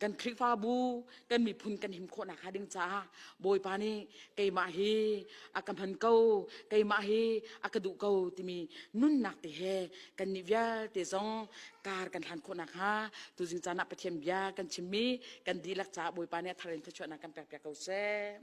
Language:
Hakha Chin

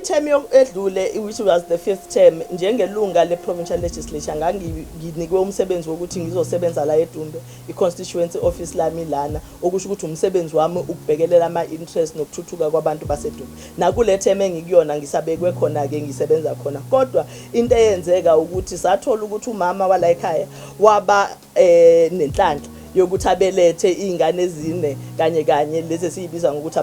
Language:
Zulu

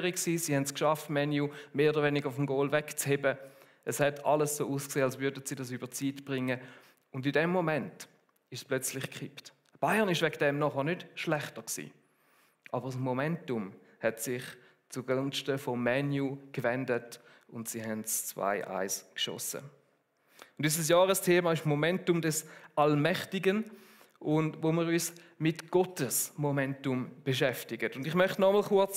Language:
Swiss German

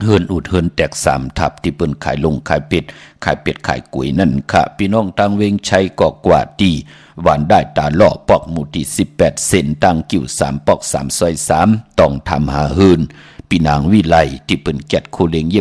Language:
Shan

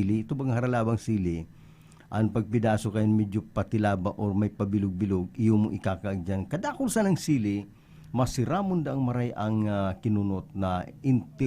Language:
Bikol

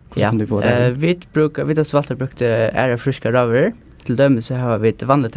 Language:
Faroese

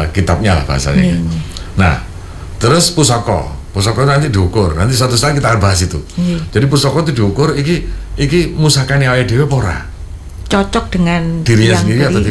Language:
Indonesian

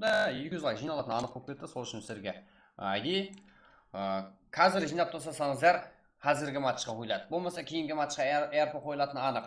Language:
Kara-Kalpak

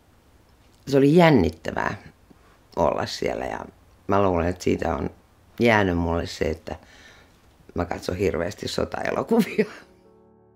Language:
Finnish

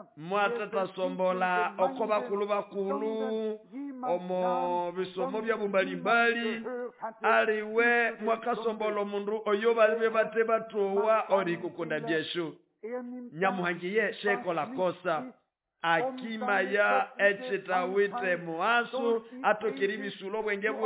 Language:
Nande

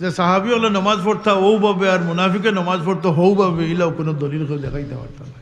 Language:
Sylheti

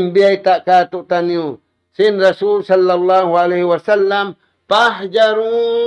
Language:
Tausug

